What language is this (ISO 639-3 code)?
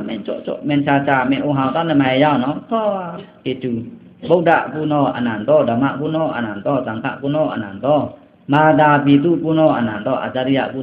blk